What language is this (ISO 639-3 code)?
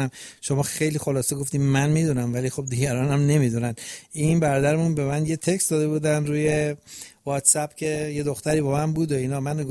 fas